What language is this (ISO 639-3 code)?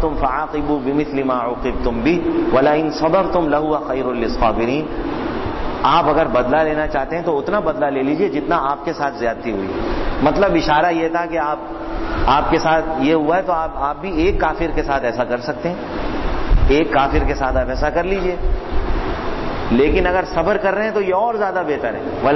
urd